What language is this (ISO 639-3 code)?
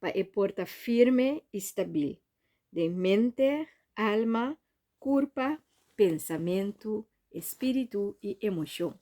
pap